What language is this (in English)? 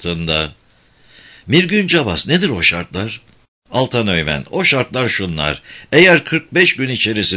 Turkish